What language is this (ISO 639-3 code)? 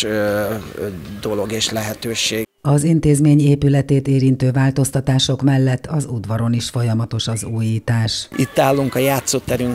hun